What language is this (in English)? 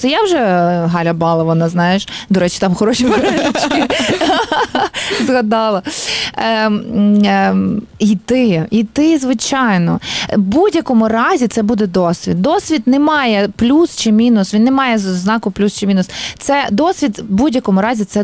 Ukrainian